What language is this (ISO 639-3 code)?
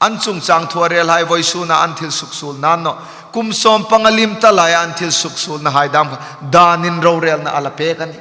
hmr